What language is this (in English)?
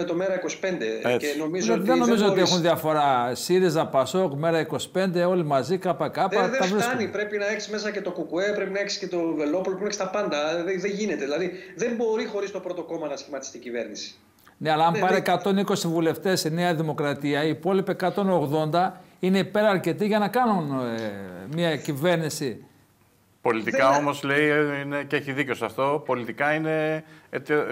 Greek